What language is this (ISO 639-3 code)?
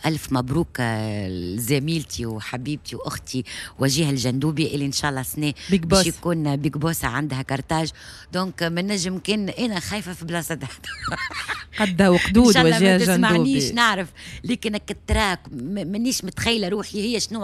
aeb